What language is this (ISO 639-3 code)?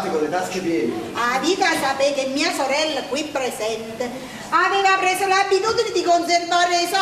nap